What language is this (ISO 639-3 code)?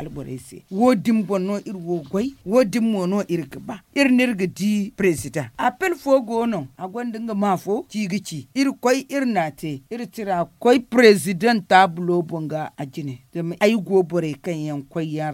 dje